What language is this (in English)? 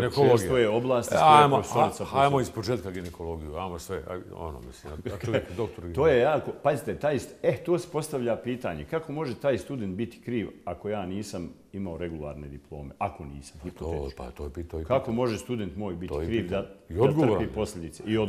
Bosnian